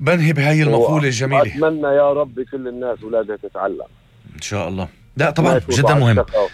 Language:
North Levantine Arabic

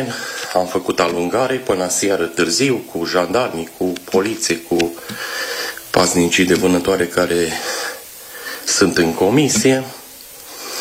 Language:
Romanian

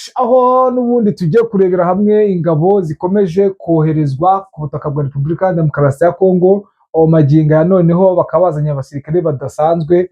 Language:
Kinyarwanda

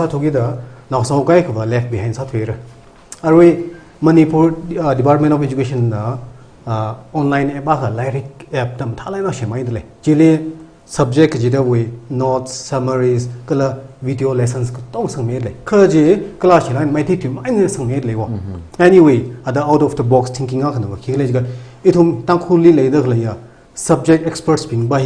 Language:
Tangkhul Naga (India)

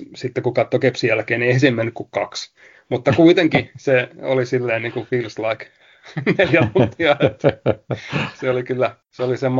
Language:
Finnish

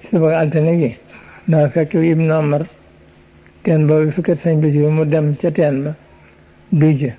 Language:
Wolof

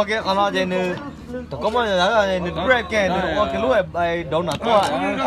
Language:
Hmong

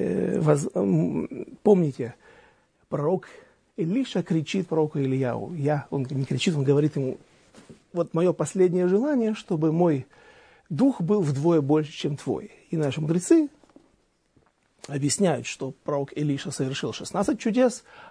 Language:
Russian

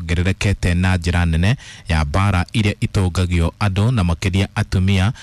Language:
Kikuyu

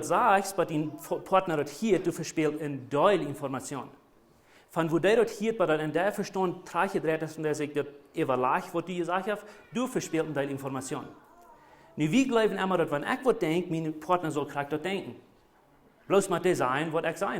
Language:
Plautdietsch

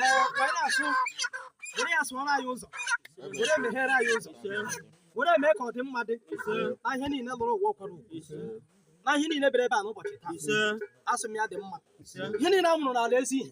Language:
Igbo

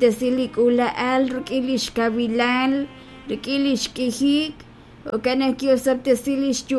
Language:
Kekchí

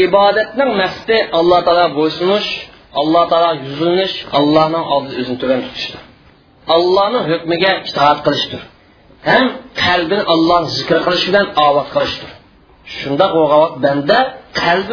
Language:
Uyghur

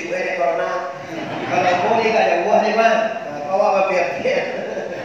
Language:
Minangkabau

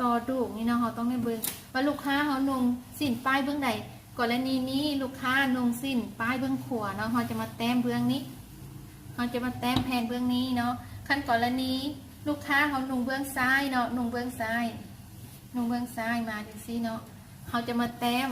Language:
Lao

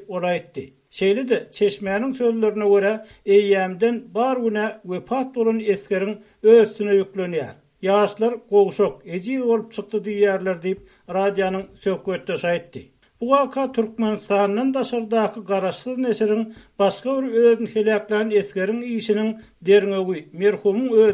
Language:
Turkmen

